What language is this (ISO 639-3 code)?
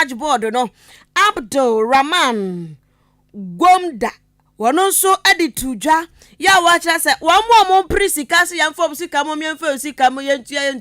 aka